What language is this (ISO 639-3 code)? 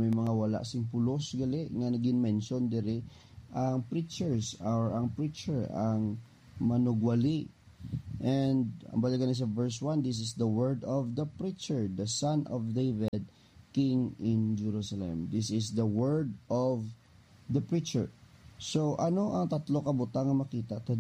hil